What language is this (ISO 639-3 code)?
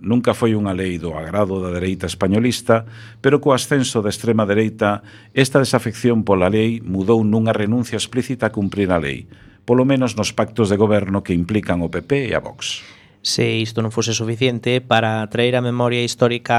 glg